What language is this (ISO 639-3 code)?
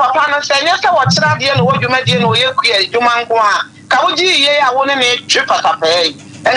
aka